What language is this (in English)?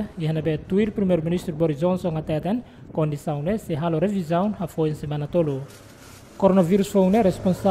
Tetum